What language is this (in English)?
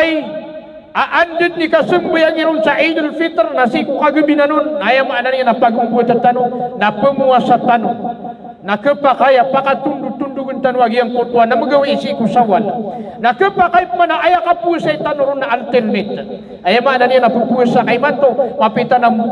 Maranao